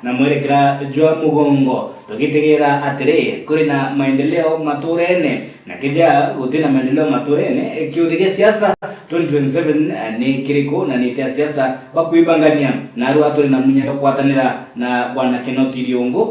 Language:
Meru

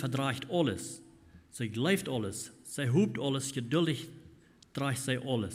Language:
Plautdietsch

